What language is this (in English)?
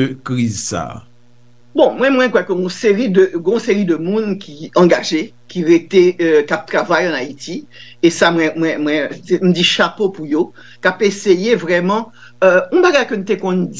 Haitian Creole